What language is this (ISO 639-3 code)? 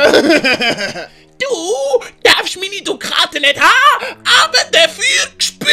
gsw